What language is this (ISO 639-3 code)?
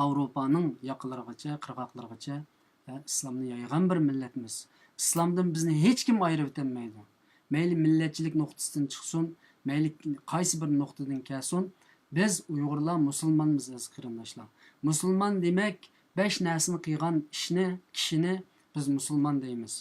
uig